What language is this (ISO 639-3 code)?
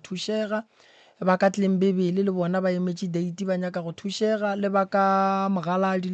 nso